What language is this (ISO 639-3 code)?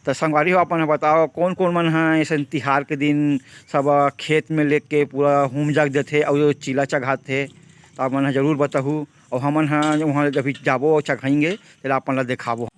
hne